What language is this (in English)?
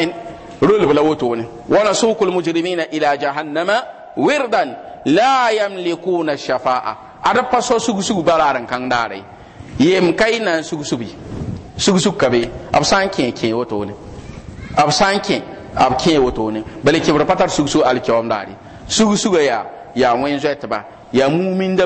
Mossi